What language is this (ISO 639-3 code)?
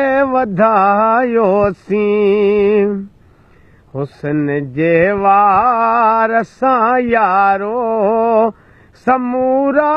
snd